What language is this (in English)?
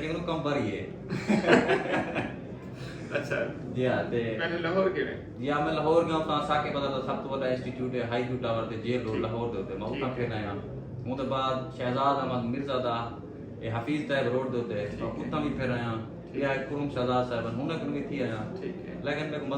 Saraiki